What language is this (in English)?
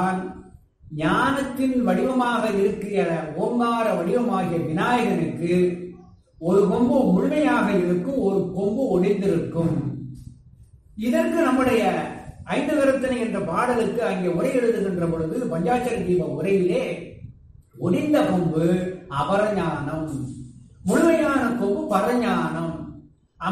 Tamil